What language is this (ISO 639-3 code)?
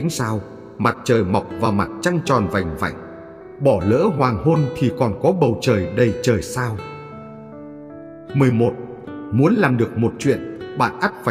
vie